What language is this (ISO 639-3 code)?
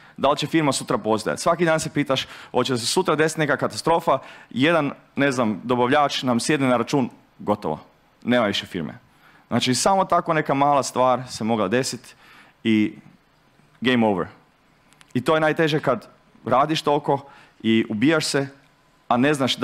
hrv